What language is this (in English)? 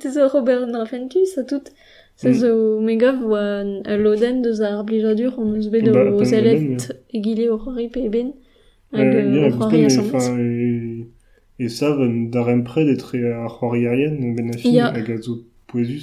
Breton